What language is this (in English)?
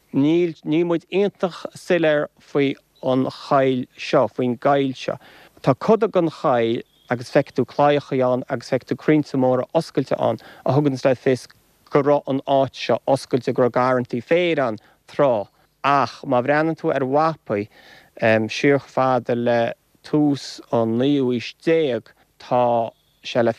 Irish